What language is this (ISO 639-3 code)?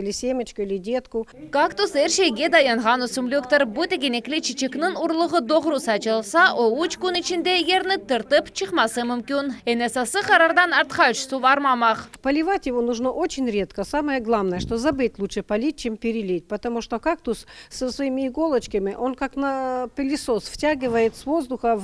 crh